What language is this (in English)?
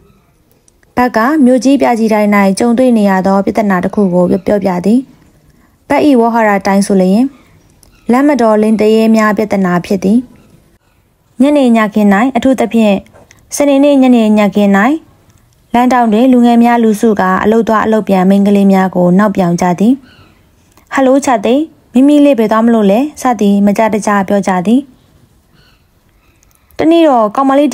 Burmese